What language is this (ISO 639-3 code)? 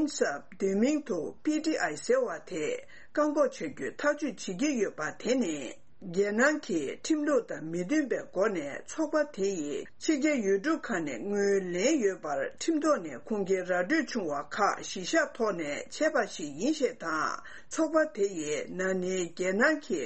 bod